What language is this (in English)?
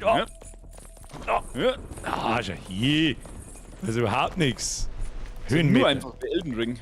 Bavarian